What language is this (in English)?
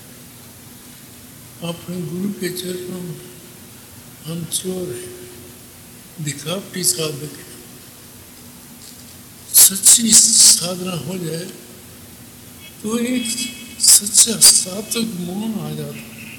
Hindi